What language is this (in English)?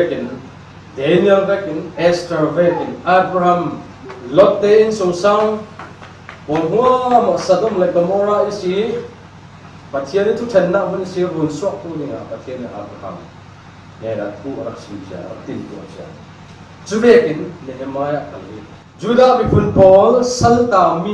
Falam Chin